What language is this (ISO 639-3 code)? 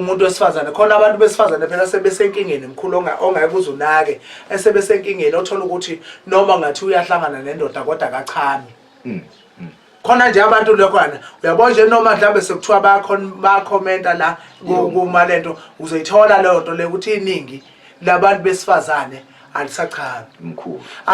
zul